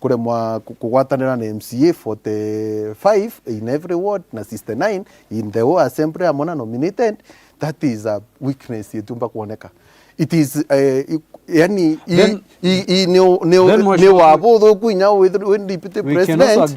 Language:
Meru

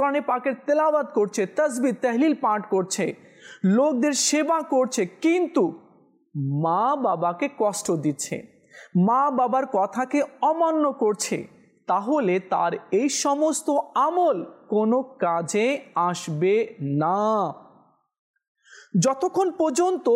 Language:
Bangla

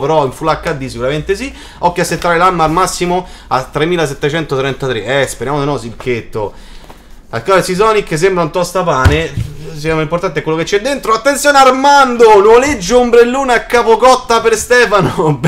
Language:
Italian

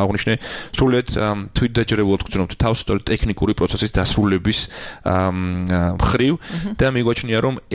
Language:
Georgian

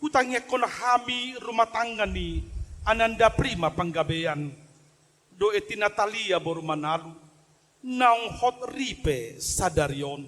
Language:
Batak Toba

